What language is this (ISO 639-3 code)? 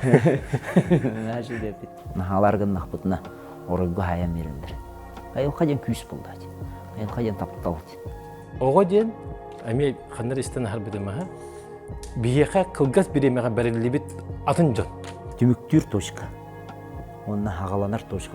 sah